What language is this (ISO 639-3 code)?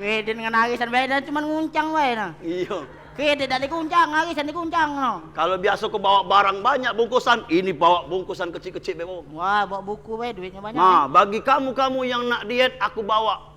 mui